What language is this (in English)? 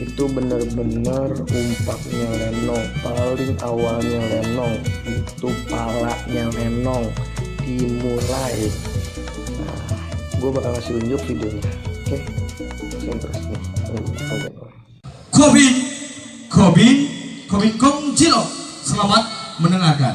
Betawi